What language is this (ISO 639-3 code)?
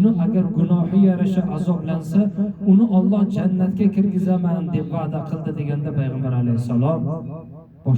uzb